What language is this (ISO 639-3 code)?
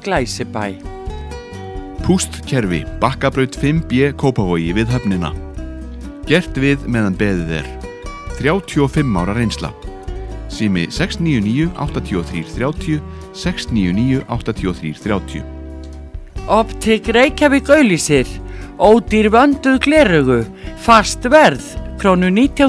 isl